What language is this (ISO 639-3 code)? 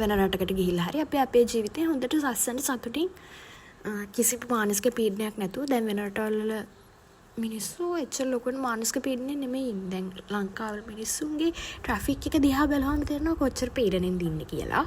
sin